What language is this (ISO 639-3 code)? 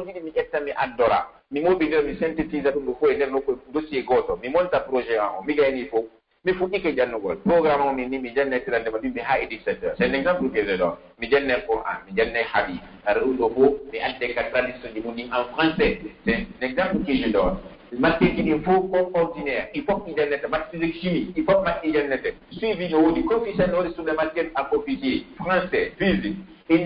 fuf